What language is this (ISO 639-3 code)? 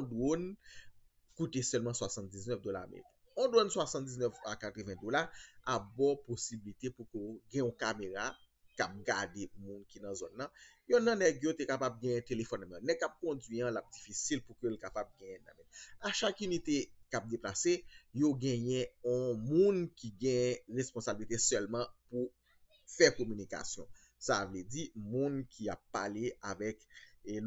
hat